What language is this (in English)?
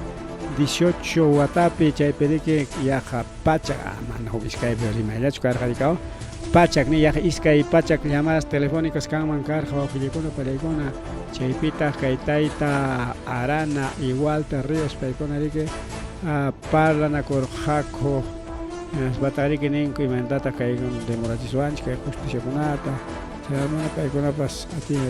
Ayacucho Quechua